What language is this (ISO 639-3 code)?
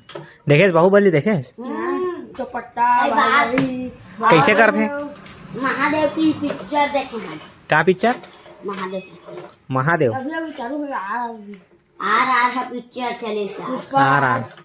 hne